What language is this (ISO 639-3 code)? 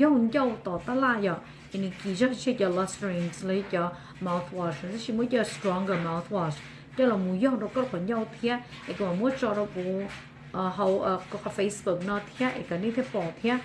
hmn